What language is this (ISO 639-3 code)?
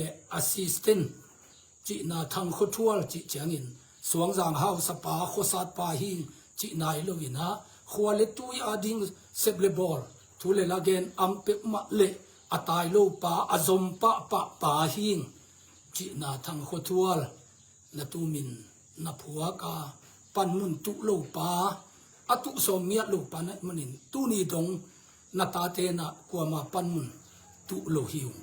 ctd